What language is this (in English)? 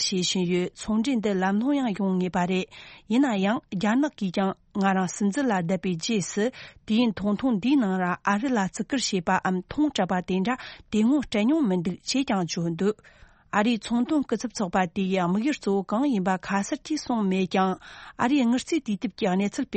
Tibetan